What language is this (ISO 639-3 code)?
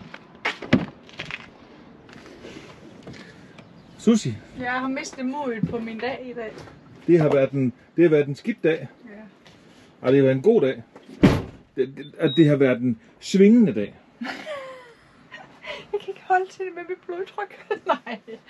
dan